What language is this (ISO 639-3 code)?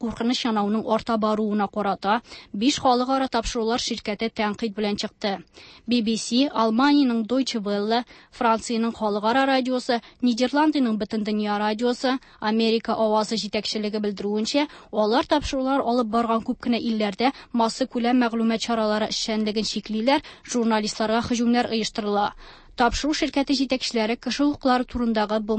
tat